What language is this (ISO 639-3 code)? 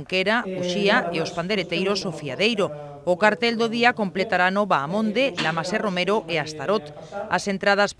glg